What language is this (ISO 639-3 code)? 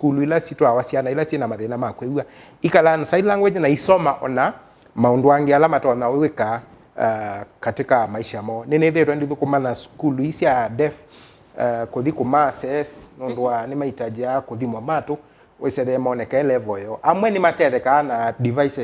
kam